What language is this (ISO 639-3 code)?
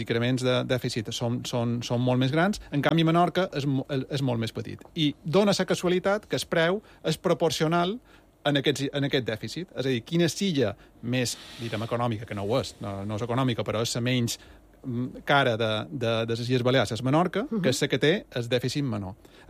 cat